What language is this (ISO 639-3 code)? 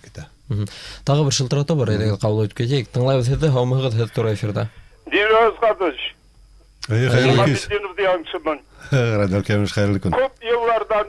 bak